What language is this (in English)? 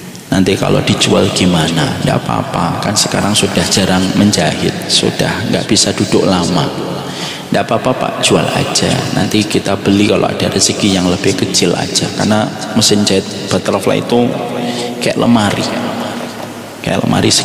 Indonesian